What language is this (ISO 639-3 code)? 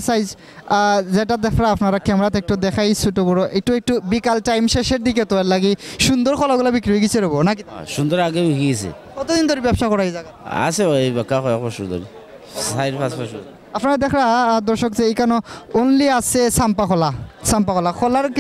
ben